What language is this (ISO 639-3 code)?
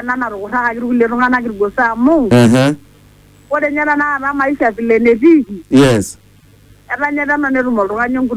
mas